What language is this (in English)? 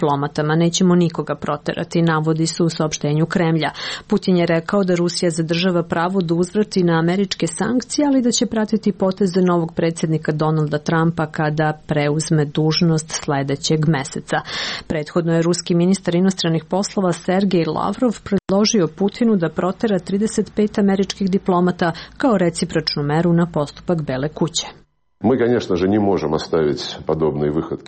Serbian